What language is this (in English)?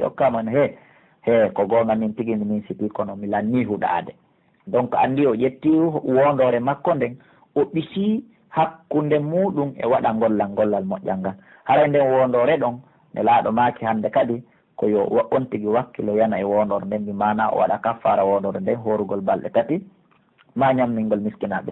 Pular